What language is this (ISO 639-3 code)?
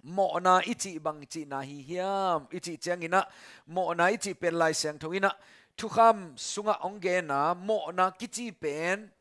ctd